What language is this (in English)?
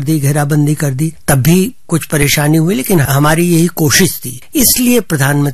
Hindi